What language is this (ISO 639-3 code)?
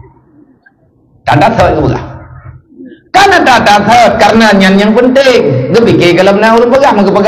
msa